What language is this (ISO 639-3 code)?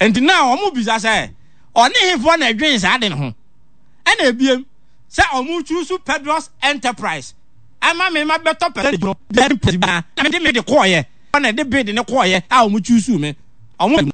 aka